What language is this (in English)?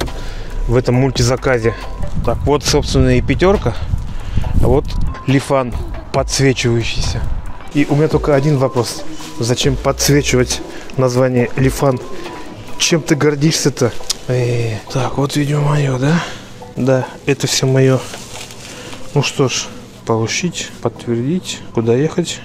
Russian